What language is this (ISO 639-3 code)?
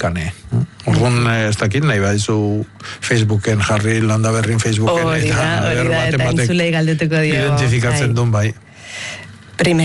eus